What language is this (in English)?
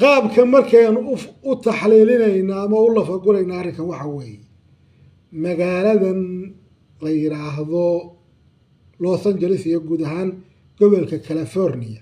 Somali